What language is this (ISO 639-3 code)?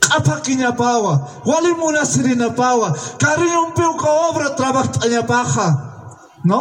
aym